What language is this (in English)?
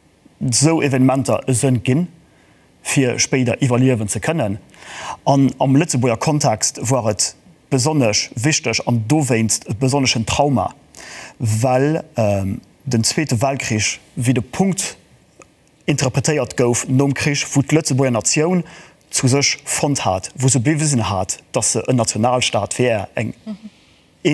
Luxembourgish